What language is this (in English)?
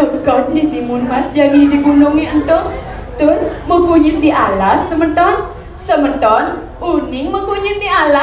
Balinese